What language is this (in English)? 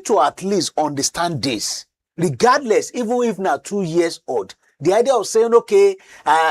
Nigerian Pidgin